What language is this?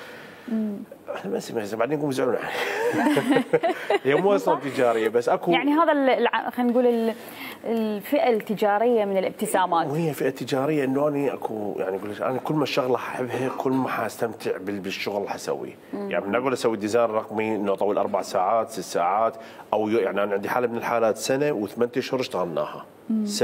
Mesopotamian Arabic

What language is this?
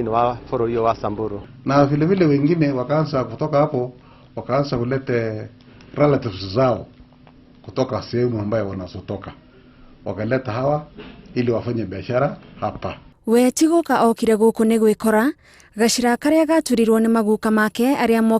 Kikuyu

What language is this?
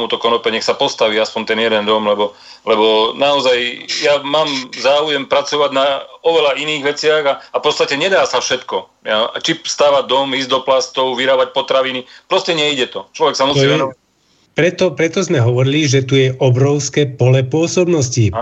Slovak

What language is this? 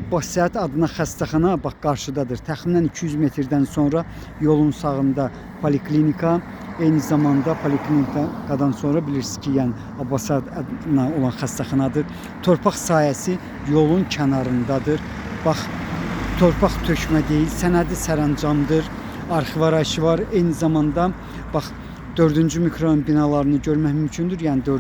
Azerbaijani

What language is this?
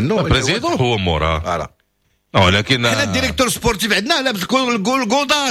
Moroccan Arabic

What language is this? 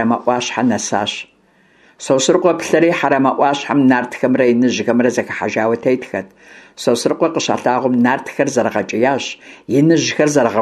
Kabardian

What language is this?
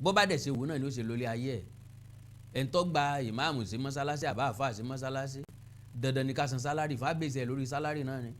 Yoruba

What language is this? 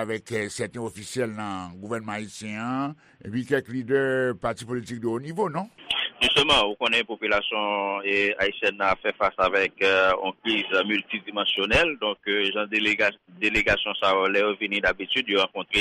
Haitian Creole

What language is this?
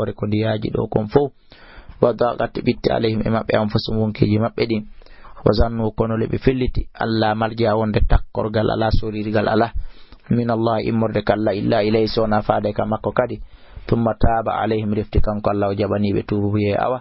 Fula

